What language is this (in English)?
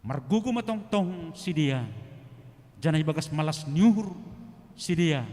Batak Simalungun